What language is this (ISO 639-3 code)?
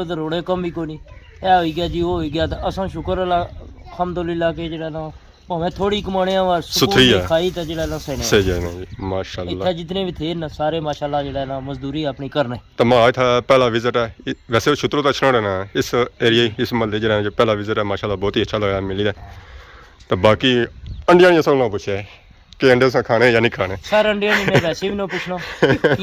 phr